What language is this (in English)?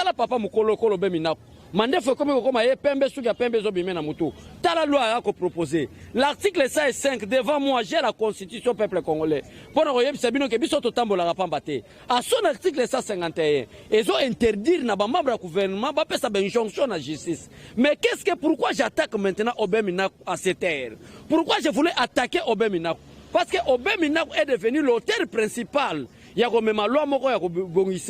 Lingala